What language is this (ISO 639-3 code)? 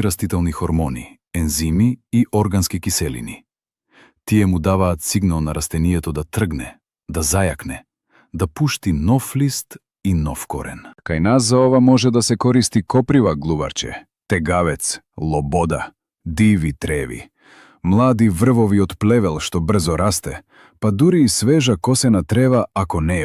mkd